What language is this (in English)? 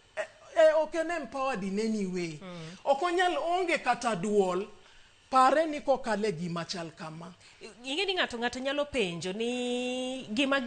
Luo (Kenya and Tanzania)